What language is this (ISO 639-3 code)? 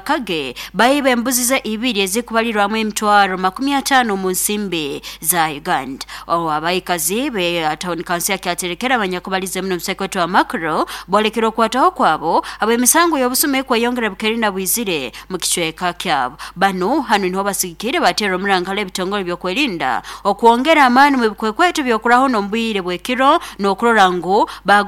nyo